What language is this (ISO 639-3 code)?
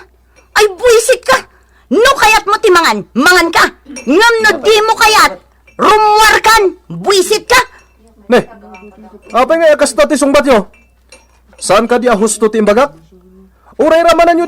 ilo